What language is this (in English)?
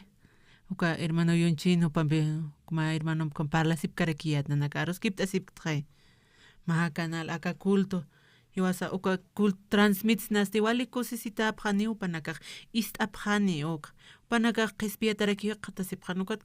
Aymara